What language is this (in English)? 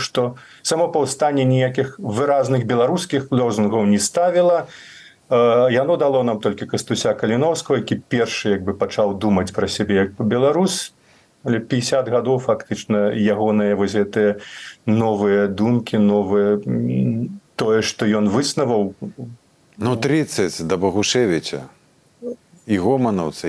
Belarusian